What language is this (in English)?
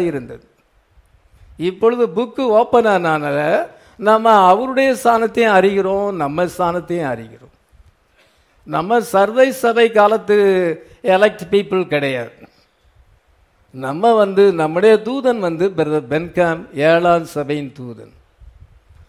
Tamil